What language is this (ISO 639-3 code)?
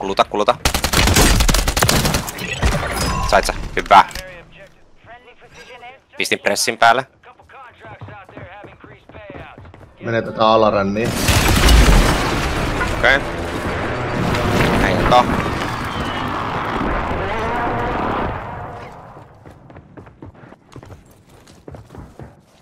fin